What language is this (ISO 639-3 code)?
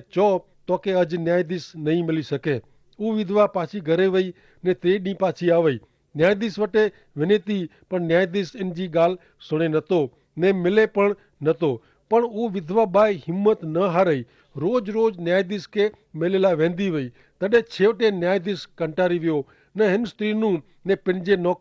kfr